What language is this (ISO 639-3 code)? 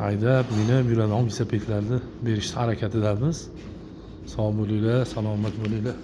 uzb